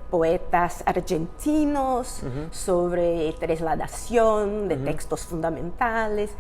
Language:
Ladino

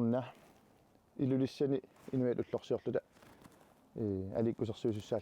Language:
Kalaallisut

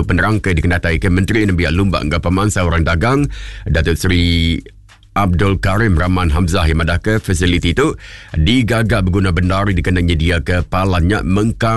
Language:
Iban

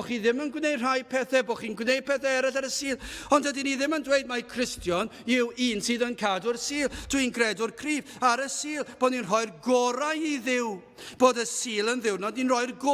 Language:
Welsh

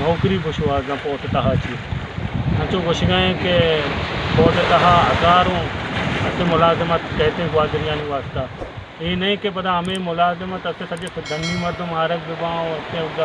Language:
Baluchi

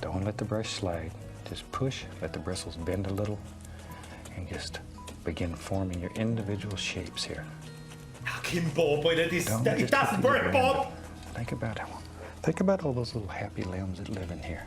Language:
Bavarian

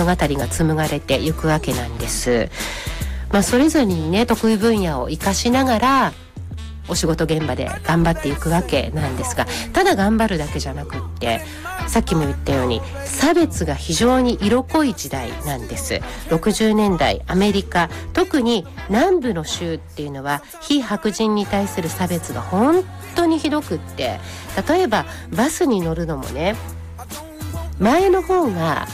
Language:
Japanese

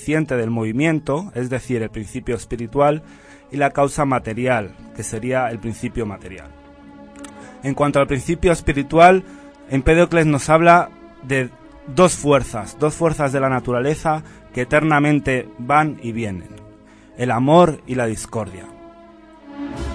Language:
Spanish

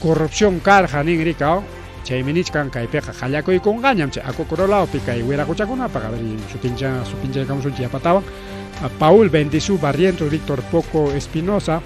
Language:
Ayacucho Quechua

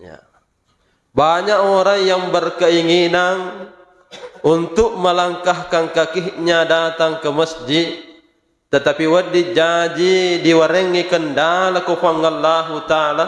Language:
Buginese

